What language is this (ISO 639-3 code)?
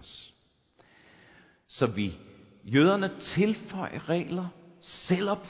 dan